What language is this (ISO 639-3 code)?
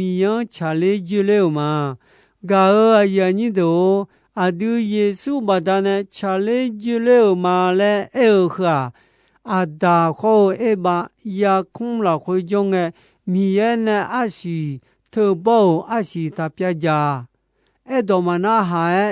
ahk